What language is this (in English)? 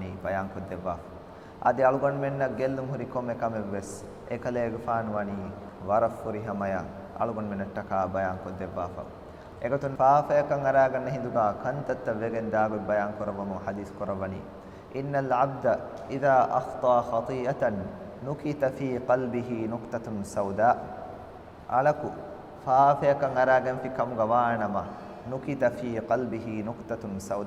Divehi